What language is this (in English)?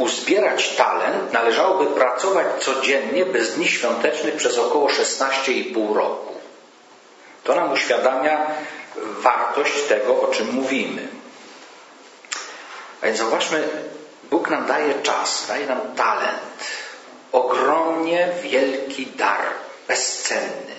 Polish